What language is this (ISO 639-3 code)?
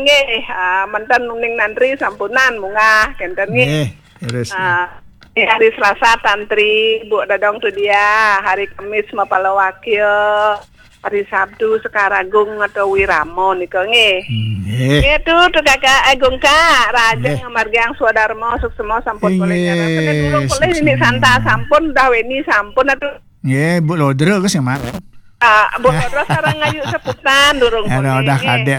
ban